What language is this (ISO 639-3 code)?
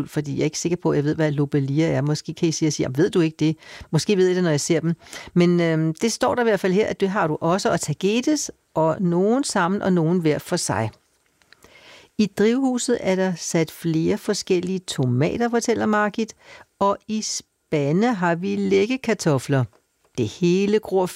dan